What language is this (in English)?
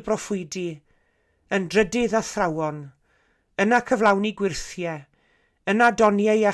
Welsh